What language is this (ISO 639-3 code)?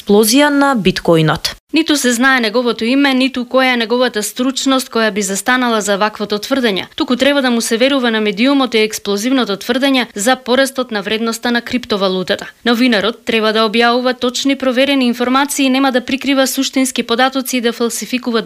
mkd